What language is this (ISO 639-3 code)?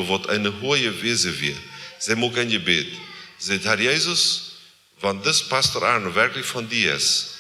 pdt